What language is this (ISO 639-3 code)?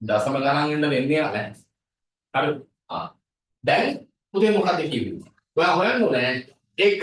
sin